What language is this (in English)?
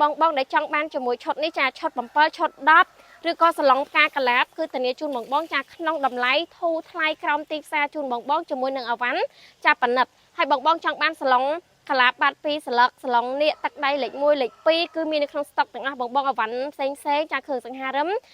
Khmer